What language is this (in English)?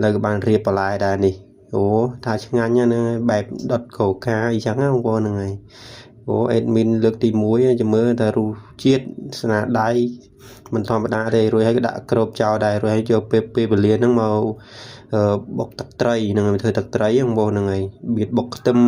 Khmer